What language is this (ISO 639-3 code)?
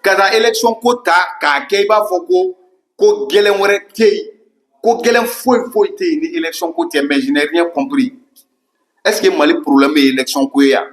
bam